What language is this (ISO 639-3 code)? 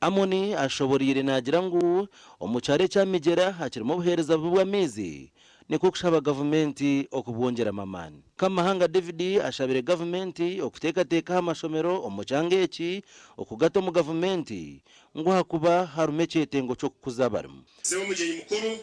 nyn